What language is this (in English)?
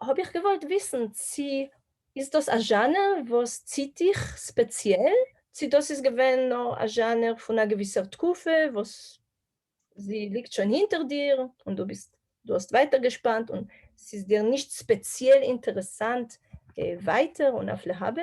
Yiddish